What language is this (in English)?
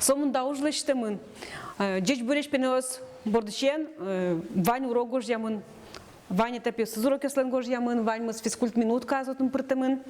Udmurt